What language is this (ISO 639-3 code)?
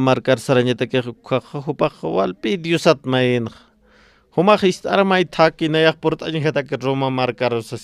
aym